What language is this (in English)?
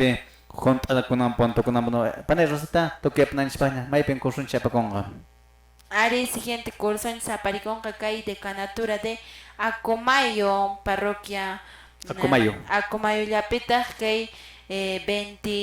Quechua